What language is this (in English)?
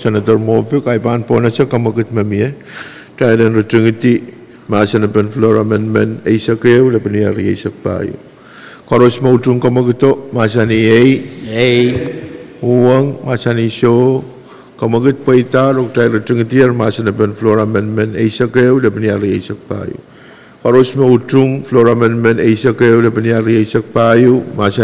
Pohnpeian